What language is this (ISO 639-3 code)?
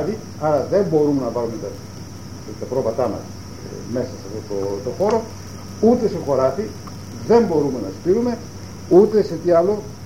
ell